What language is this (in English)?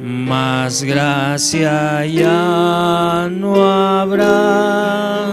Aymara